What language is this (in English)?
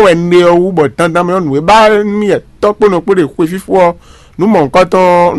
Fon